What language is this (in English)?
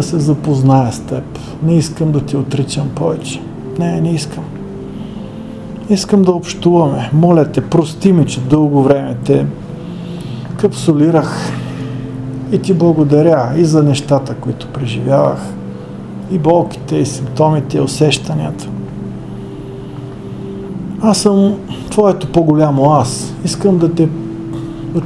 Bulgarian